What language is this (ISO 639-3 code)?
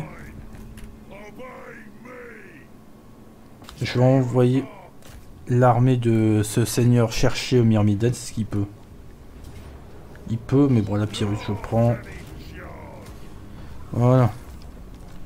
fra